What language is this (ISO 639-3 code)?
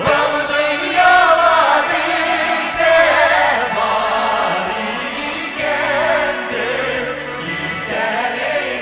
tat